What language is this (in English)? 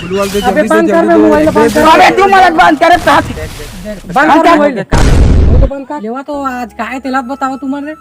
Chhattisgarhi